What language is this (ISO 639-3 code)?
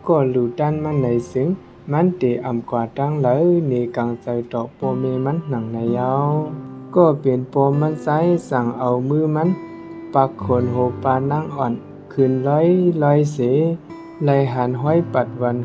shn